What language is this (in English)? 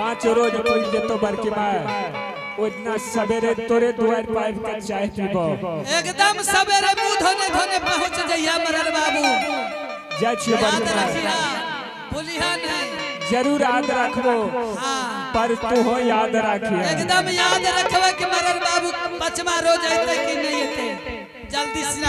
Angika